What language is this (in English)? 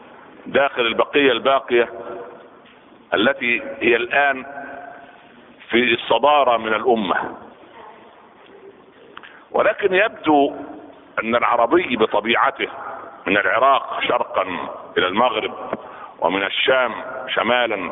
Arabic